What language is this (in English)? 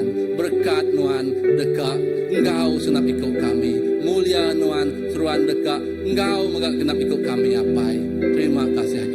Iban